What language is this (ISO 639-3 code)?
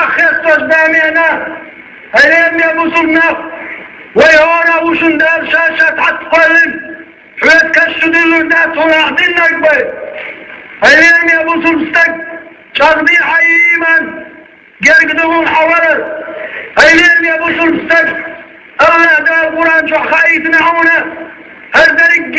che